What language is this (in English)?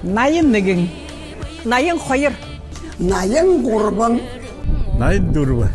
Buriat